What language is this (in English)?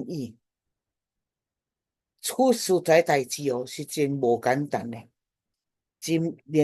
Min Nan Chinese